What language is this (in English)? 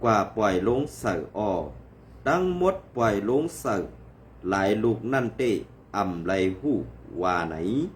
Shan